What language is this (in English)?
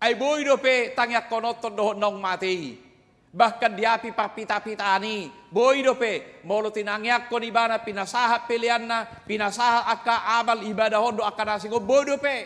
Batak Toba